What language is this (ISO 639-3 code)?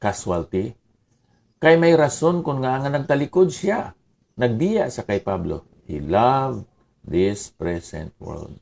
hil